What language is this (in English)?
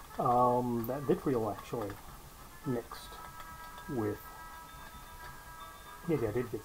English